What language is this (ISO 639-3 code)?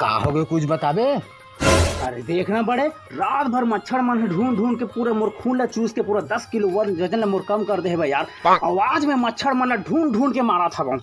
hne